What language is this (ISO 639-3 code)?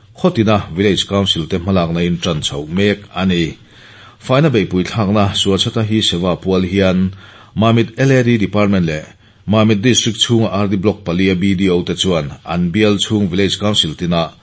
lus